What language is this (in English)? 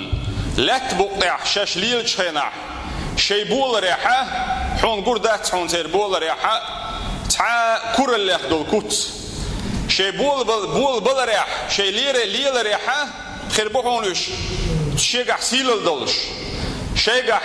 Chechen